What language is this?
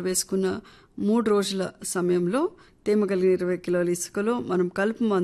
Telugu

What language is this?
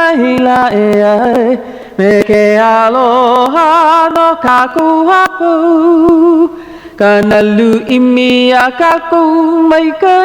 Hawaiian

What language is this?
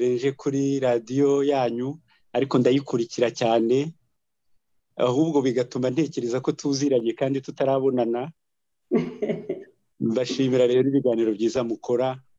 Kinyarwanda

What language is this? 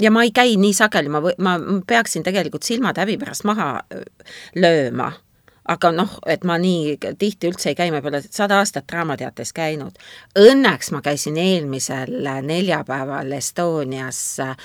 Estonian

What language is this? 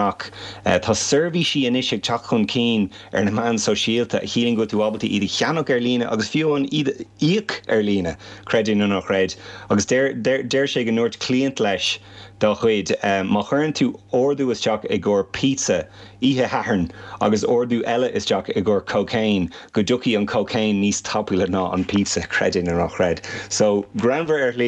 Irish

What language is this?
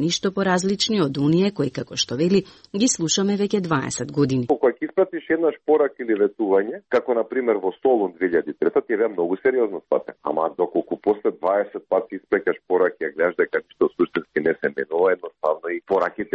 Macedonian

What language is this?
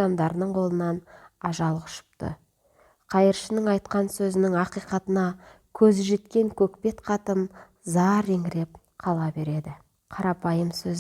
Kazakh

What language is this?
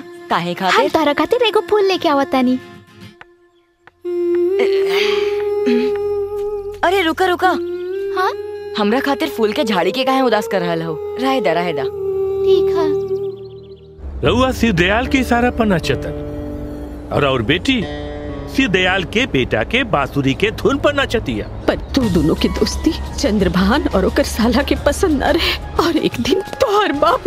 Bhojpuri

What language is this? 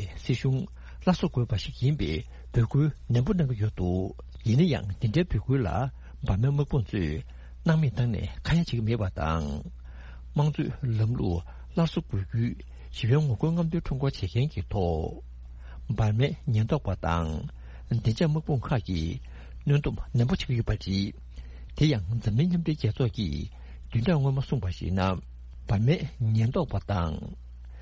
Tibetan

